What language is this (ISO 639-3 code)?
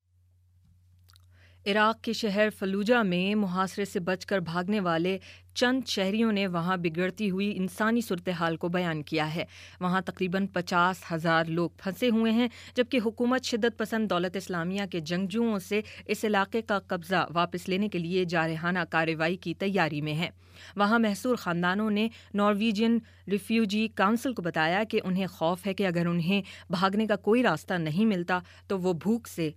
urd